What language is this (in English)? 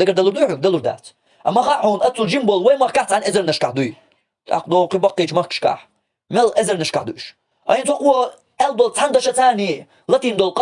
Chechen